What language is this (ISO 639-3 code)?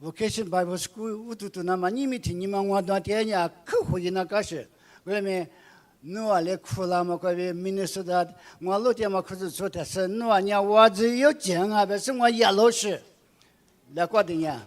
lis